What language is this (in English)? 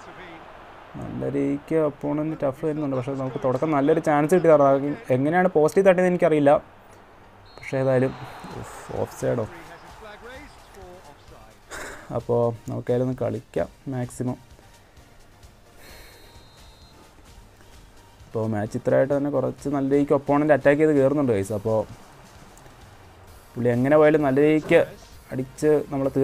Malayalam